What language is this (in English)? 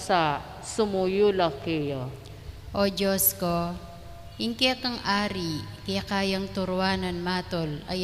Pampanga